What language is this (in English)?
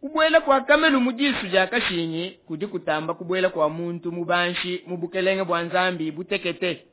Luba-Lulua